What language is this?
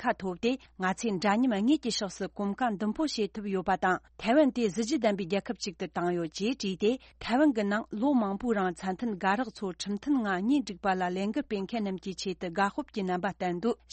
Tibetan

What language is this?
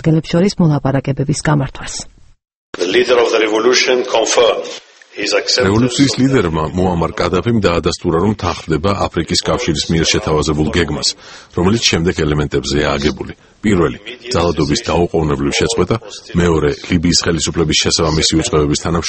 Georgian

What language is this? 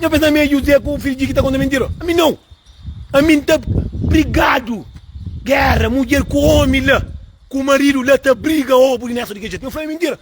Kabuverdianu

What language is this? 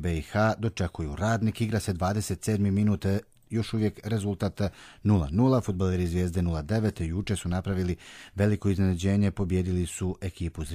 Croatian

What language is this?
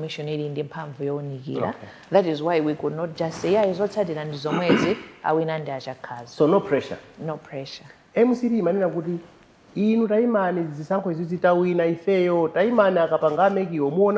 Nyanja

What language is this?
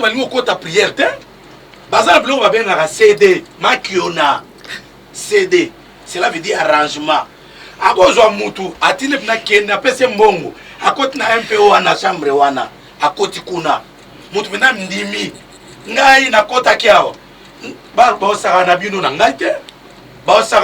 Lingala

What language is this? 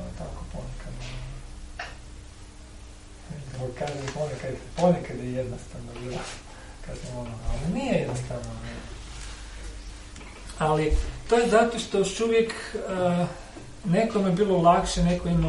Croatian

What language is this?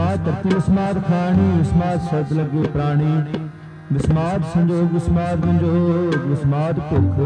Punjabi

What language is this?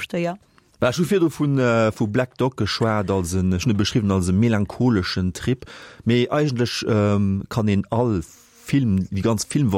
Luxembourgish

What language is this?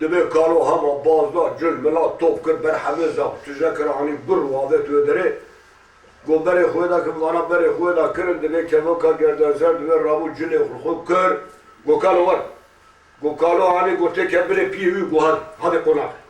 Kurdish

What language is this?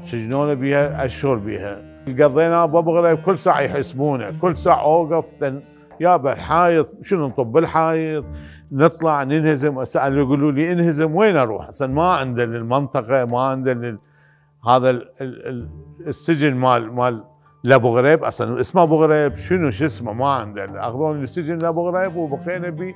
Mesopotamian Arabic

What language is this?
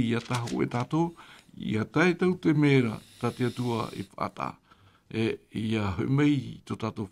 Tahitian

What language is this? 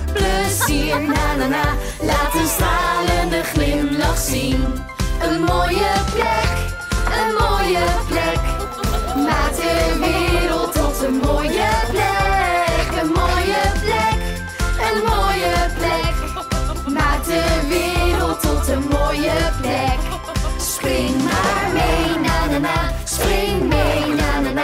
Dutch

